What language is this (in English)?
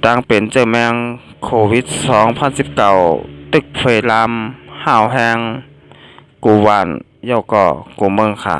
Shan